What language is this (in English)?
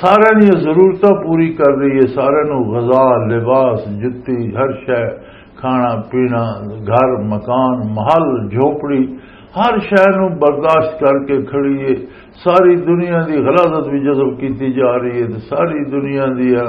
Western Panjabi